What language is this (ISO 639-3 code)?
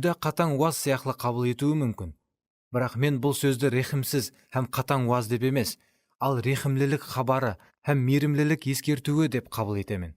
kaa